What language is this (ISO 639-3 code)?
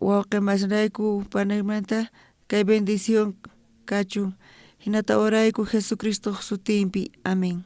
quh